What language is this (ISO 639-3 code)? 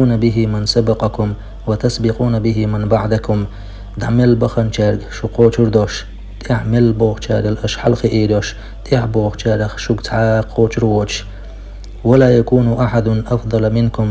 che